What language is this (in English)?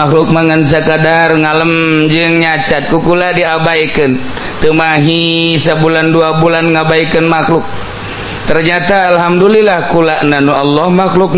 Sundanese